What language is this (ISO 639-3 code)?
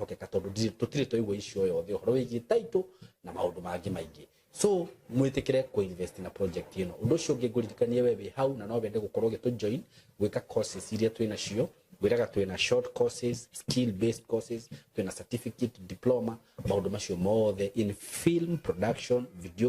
kik